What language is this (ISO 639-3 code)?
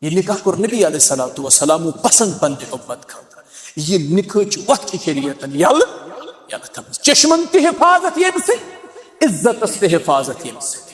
kas